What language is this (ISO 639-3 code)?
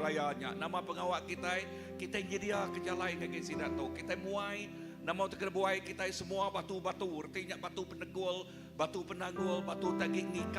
iba